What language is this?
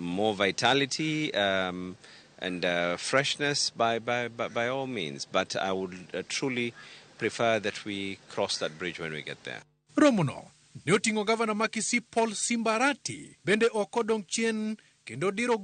Luo (Kenya and Tanzania)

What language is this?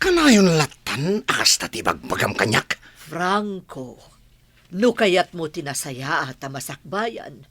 Iloko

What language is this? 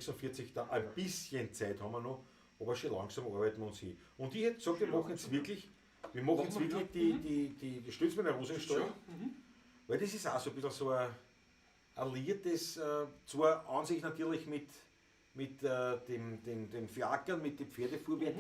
Bavarian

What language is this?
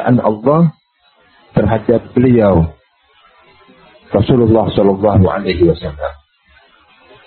Indonesian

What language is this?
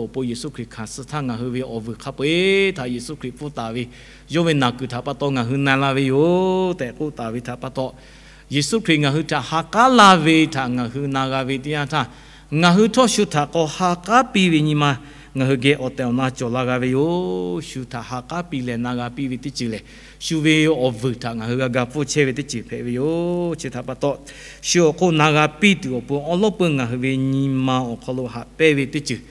Lahu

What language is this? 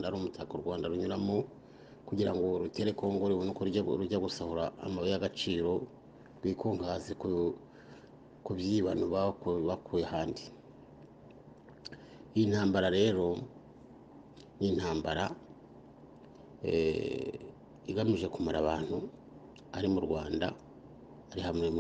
Kinyarwanda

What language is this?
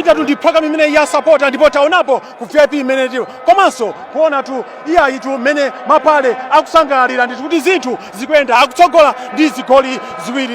Nyanja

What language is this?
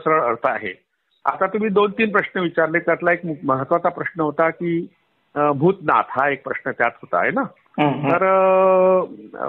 Marathi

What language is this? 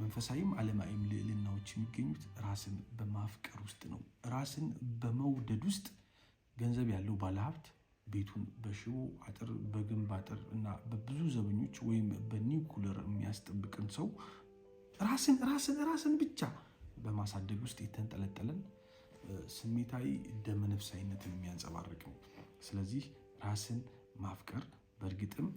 Amharic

